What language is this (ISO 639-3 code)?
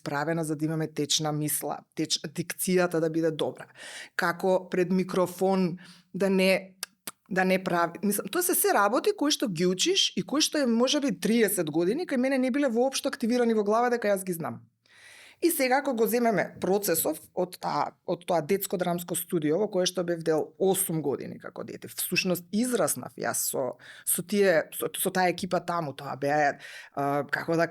mkd